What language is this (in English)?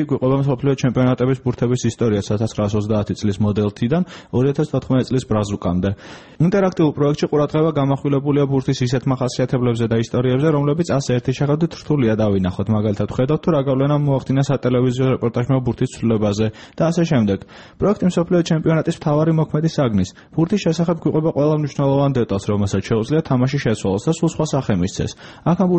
Georgian